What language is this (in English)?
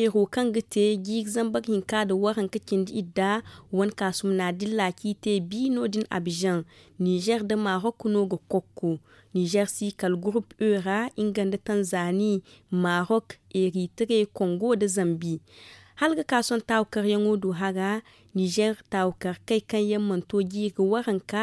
Zarma